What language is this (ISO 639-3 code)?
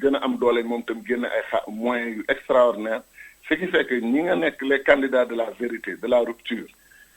wol